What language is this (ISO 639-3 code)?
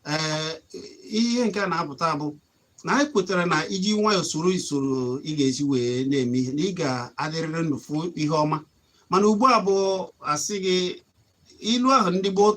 ibo